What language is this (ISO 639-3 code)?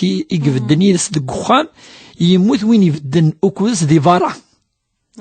kab